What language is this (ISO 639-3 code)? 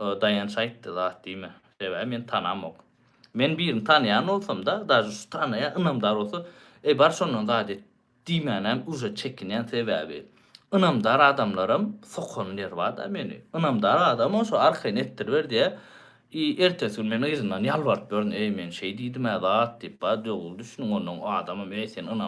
tuk